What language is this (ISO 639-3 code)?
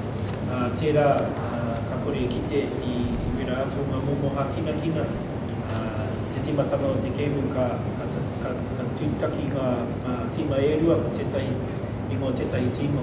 mri